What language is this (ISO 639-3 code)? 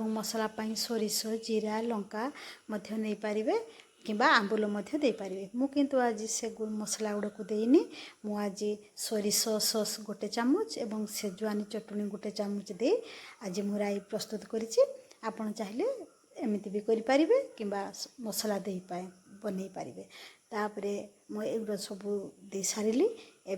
ori